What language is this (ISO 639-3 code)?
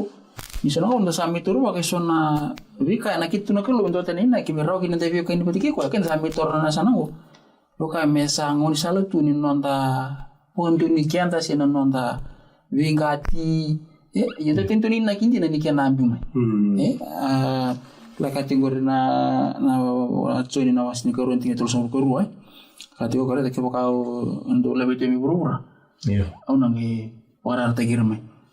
fij